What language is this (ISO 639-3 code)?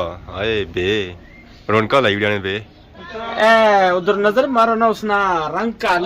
phr